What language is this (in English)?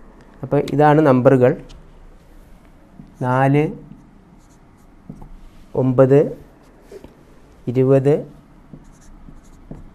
Malayalam